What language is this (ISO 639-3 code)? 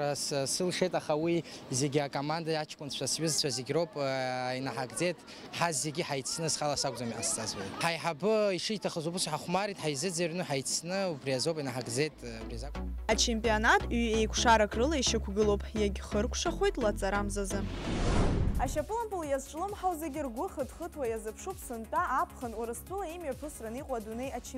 abk